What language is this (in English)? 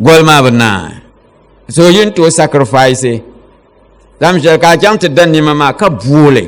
Dagbani